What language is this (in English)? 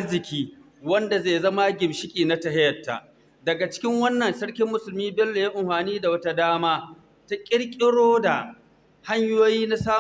Hausa